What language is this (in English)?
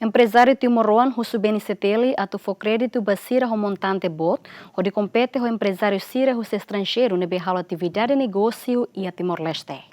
Tetum